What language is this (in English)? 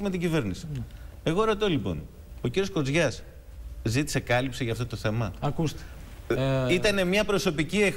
Greek